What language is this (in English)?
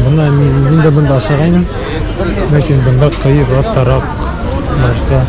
Bashkir